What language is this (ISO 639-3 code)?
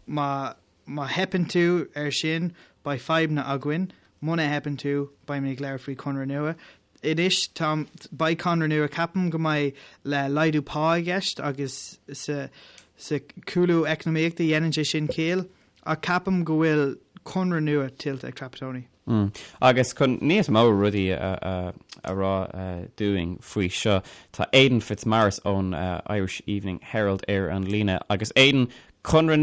gle